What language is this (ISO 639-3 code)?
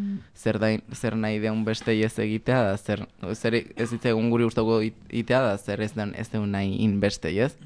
eus